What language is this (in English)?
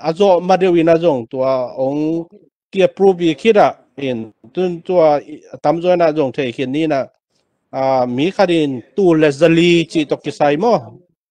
Tedim Chin